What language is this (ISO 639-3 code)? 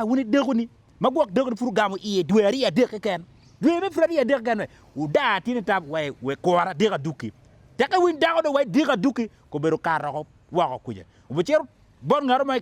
ach